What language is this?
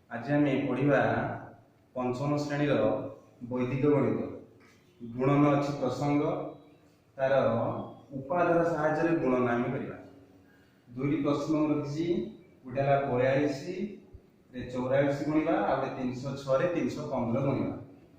Odia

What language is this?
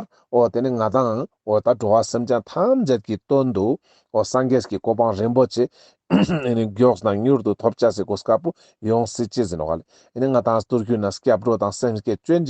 Ladakhi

